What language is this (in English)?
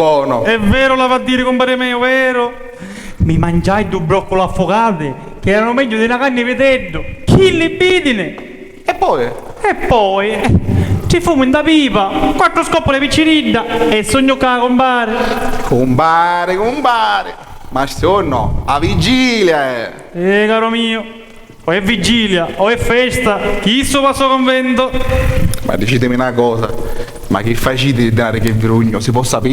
Sicilian